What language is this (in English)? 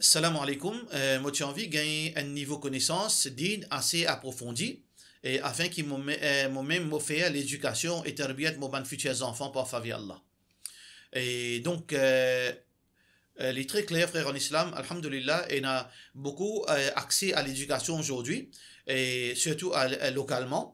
Morisyen